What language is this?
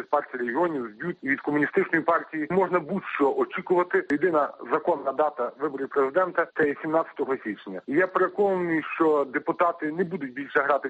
Ukrainian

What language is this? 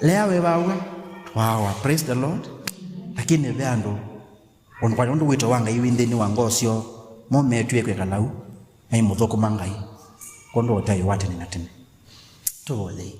Kamba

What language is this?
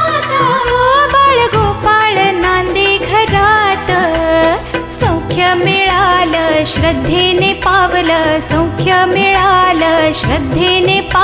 Marathi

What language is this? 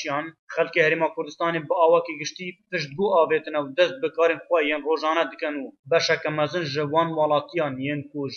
Kurdish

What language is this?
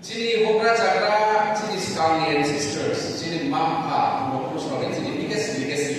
Riang (India)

